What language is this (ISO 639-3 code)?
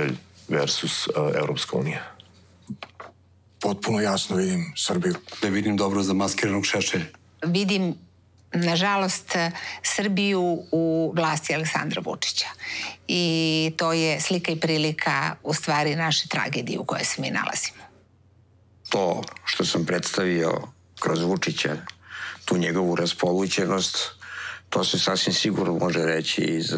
srp